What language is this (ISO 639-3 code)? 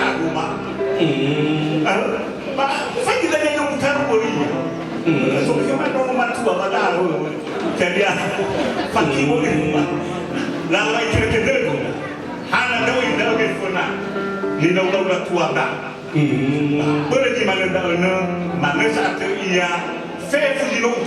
nia